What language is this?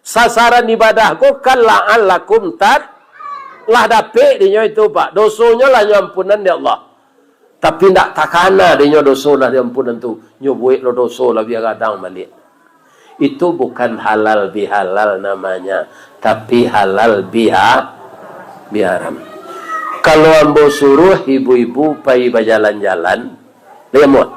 Minangkabau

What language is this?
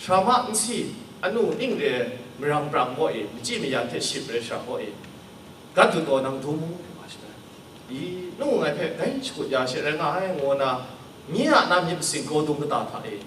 Kachin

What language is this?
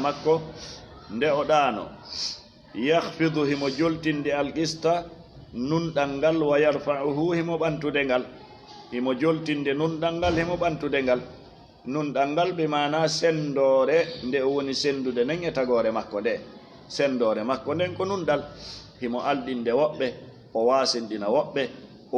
Fula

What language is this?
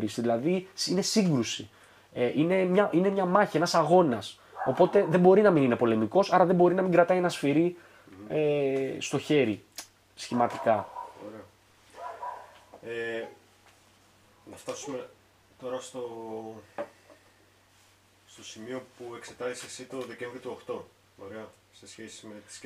Greek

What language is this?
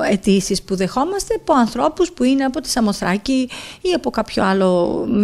Greek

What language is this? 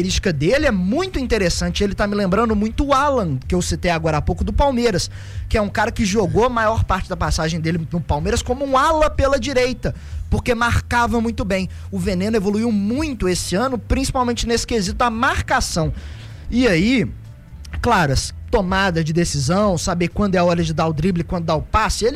Portuguese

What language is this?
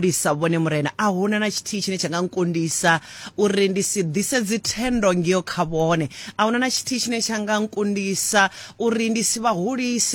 Venda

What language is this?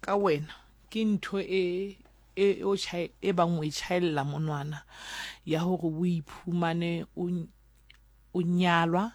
Southern Sotho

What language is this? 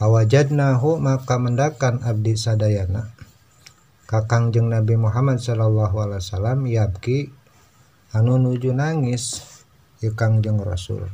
Sundanese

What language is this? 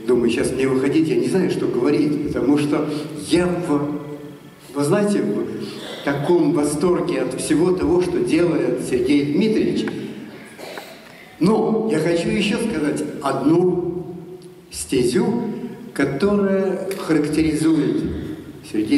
Russian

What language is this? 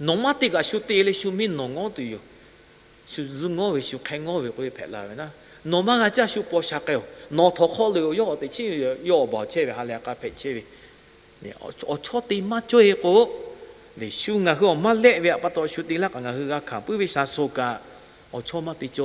Lahu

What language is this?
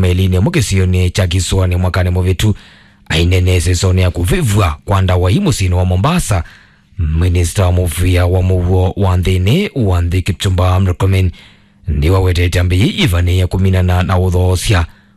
Kamba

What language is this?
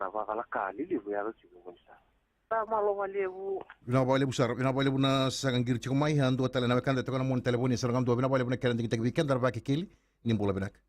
Fijian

